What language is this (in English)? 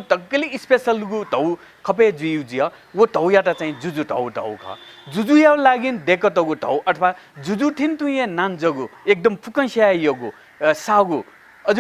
Newari